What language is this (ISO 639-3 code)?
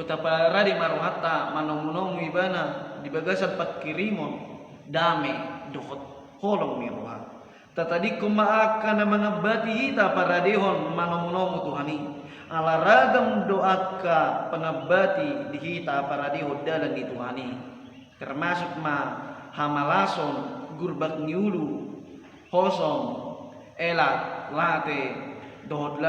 bbc